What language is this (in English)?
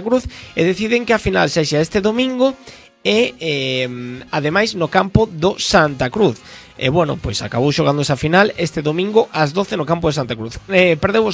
Galician